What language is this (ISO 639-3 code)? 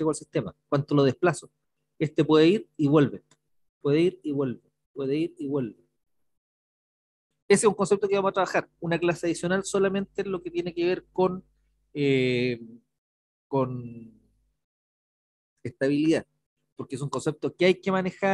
spa